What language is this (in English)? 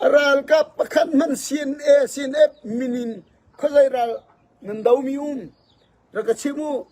Falam Chin